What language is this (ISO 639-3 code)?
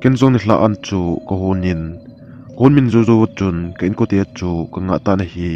tcz